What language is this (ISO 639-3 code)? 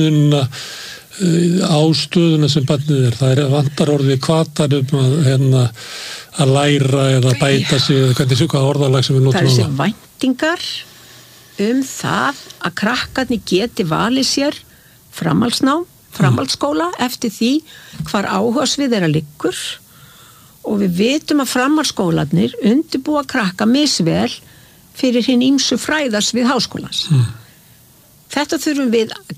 isl